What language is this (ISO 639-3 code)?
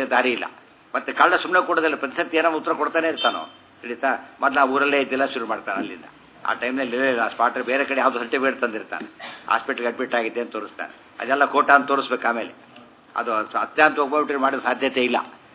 kan